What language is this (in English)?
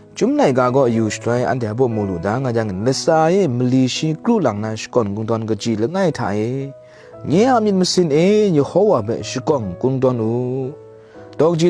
Kachin